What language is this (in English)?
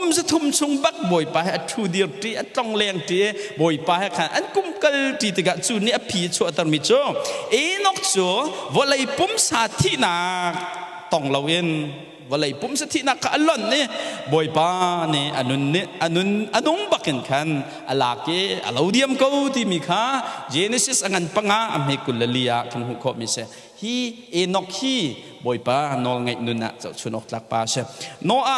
Hakha Chin